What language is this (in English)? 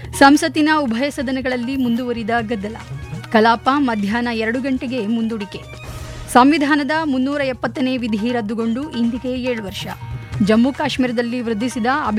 Kannada